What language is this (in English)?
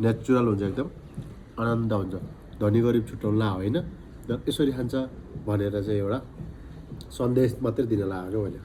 Nepali